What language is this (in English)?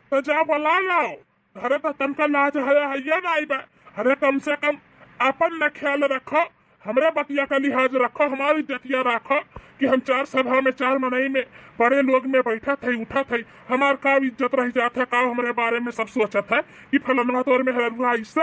Bhojpuri